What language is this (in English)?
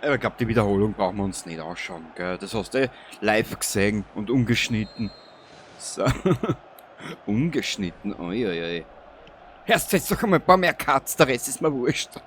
Bavarian